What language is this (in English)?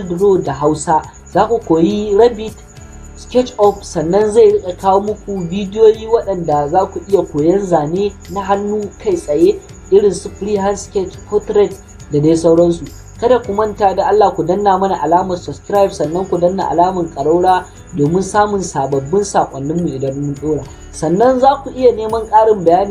Hausa